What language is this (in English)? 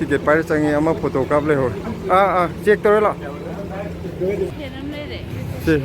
Manipuri